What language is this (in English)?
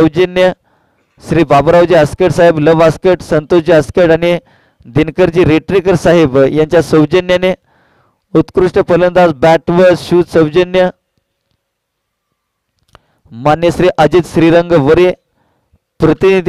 Marathi